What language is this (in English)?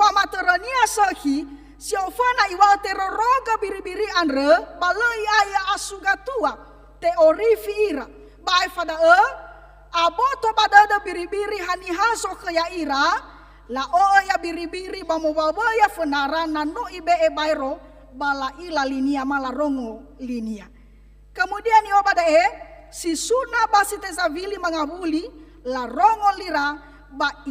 Nias